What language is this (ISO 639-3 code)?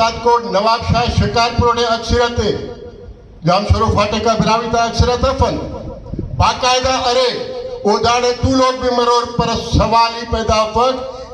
brh